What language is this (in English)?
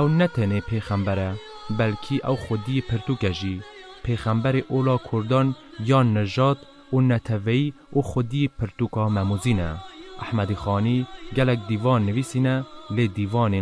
Kurdish